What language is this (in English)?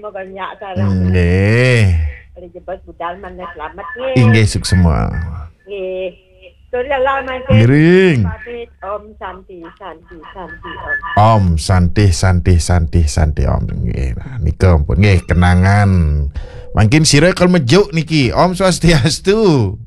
Balinese